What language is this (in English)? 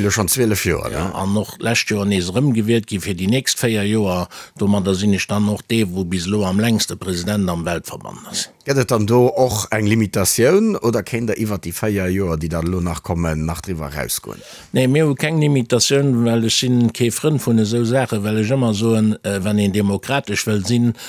Luxembourgish